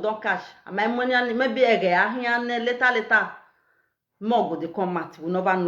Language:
Nigerian Pidgin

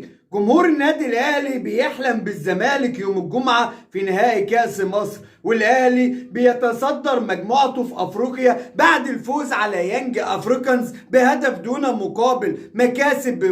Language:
Egyptian Arabic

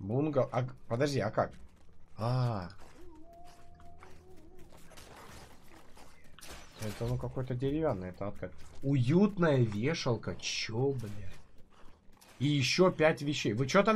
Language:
Russian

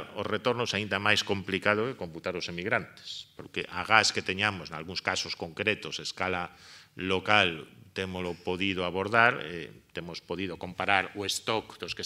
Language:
Galician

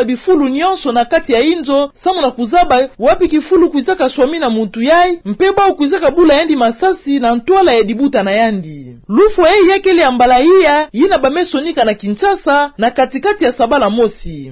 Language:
Kituba (Democratic Republic of Congo)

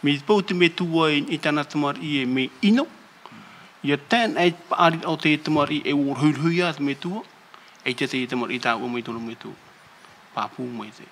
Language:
Tahitian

